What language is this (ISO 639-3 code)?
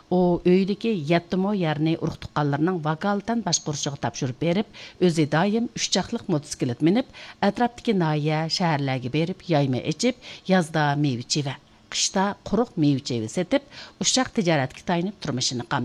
uig